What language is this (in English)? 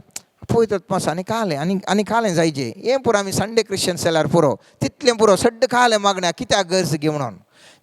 Konkani